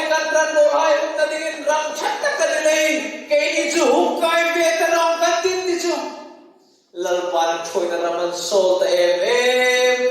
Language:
Hmar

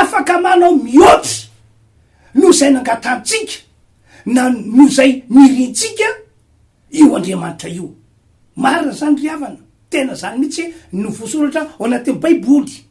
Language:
Malagasy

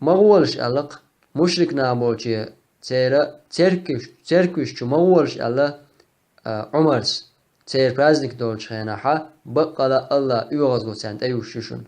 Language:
Chechen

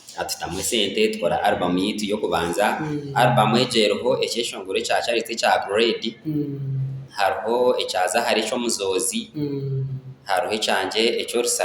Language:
Nyankole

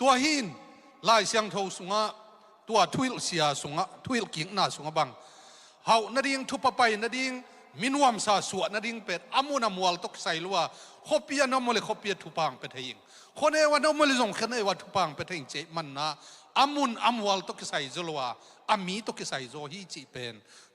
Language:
Tedim Chin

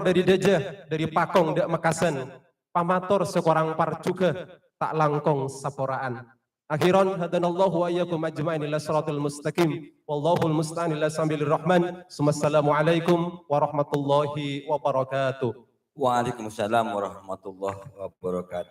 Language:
Madurese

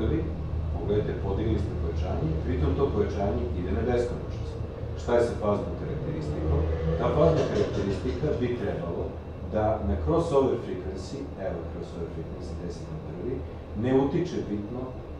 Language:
Serbian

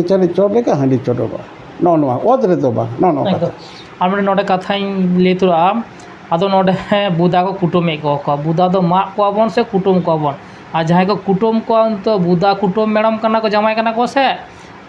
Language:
Santali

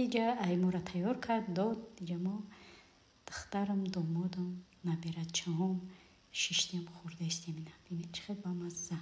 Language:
Tajik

